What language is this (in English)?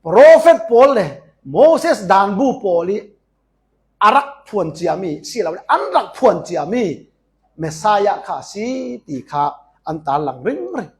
Falam Chin